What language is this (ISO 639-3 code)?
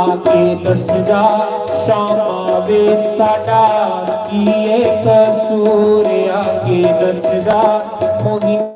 doi